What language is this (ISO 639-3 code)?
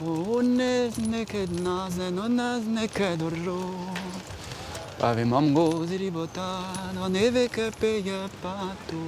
bre